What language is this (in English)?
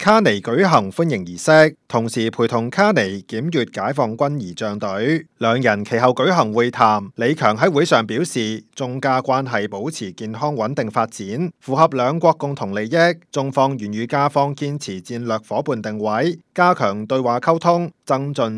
Cantonese